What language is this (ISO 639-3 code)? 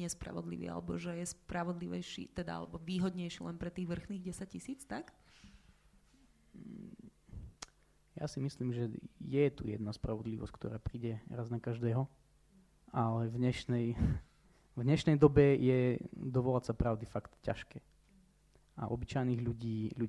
slk